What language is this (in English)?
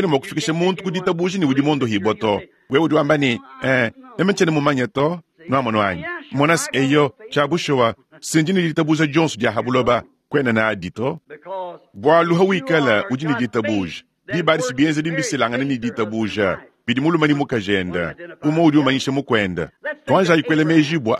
Luba-Lulua